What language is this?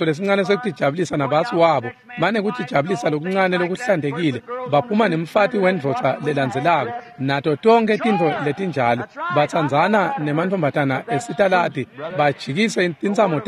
Swati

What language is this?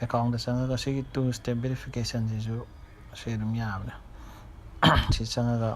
Manipuri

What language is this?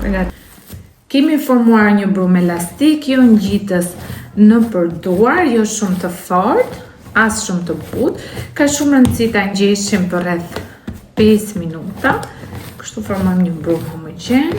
Albanian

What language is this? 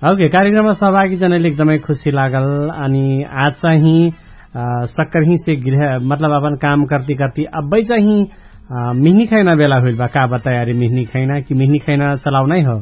Dangaura Tharu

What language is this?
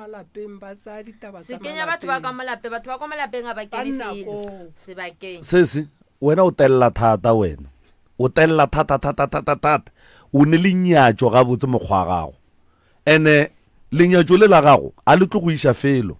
Northern Sotho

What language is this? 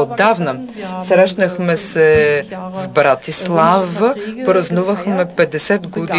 Bulgarian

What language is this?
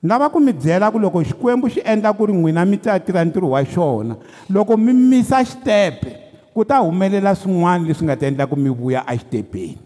Tsonga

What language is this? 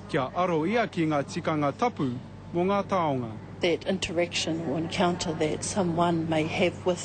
Māori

